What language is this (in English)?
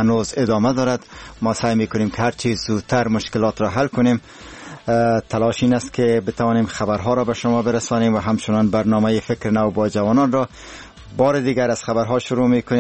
Persian